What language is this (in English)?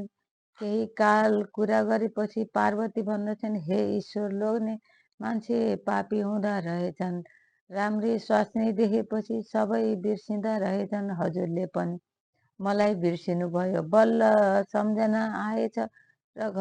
Nepali